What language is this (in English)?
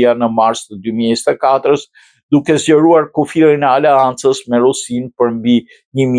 Albanian